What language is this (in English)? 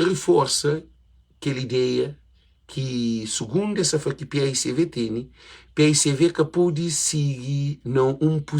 Kabuverdianu